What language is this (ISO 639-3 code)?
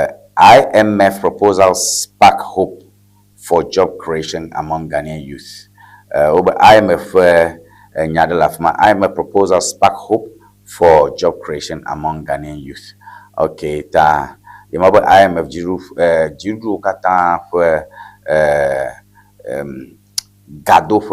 ewe